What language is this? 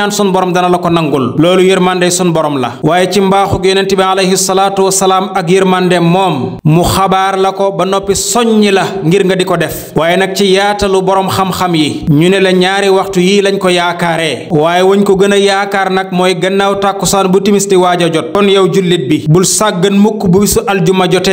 Wolof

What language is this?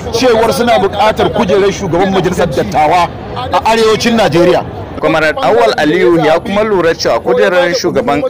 Hausa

